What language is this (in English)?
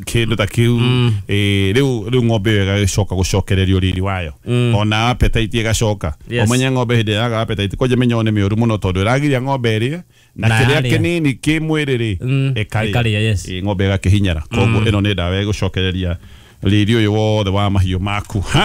Kikuyu